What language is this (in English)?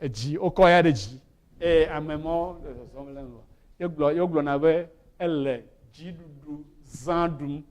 Ewe